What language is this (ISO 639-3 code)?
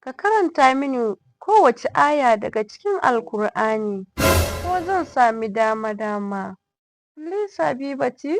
hau